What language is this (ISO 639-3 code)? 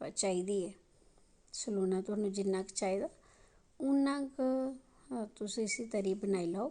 doi